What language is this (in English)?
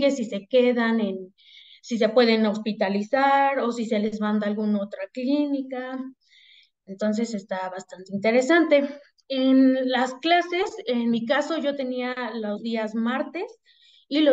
Spanish